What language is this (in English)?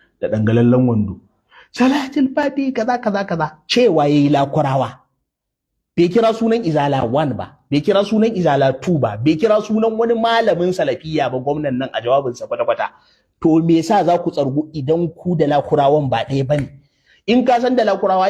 Hausa